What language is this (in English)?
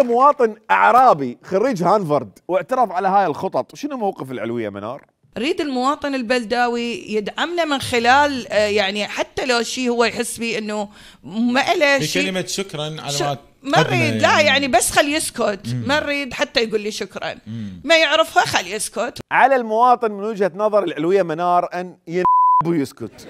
Mesopotamian Arabic